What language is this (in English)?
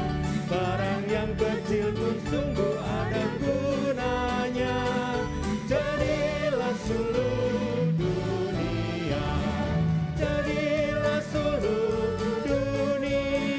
Indonesian